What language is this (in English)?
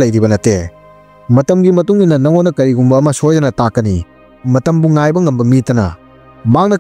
Manipuri